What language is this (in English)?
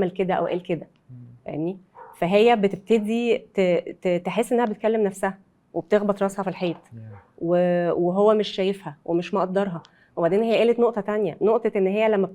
Egyptian Arabic